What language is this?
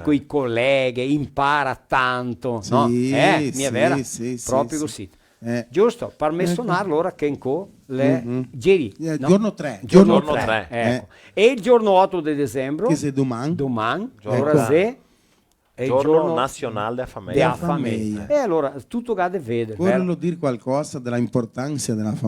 Venetian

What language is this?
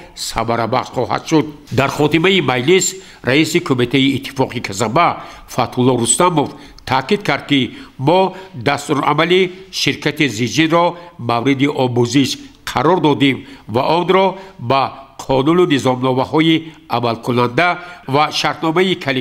Tajik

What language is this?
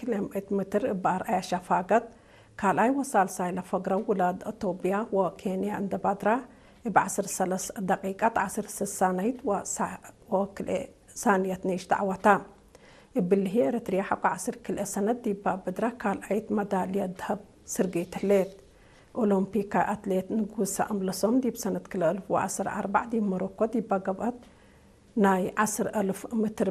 Tigre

